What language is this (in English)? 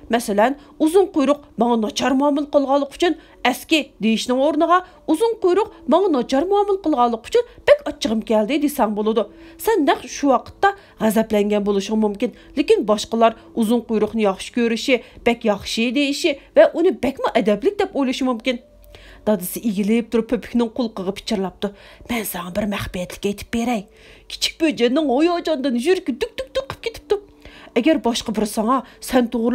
Uyghur